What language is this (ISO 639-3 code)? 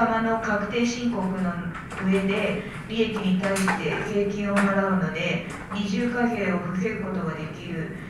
jpn